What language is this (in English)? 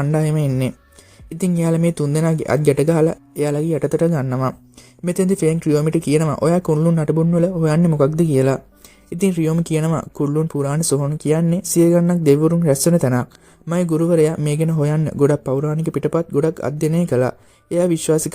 Sinhala